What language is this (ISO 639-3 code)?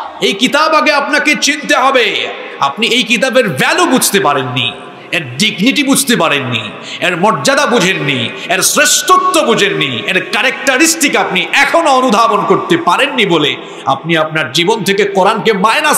ben